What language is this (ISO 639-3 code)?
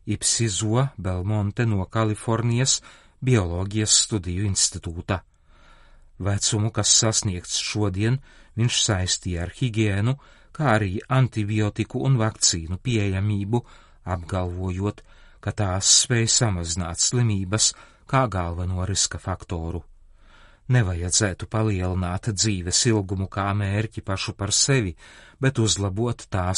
lav